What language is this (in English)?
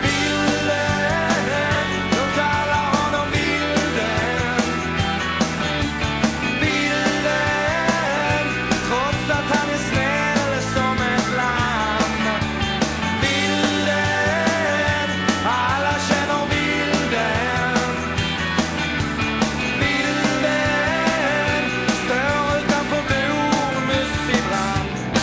Swedish